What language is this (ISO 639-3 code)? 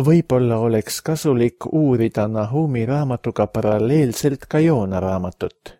est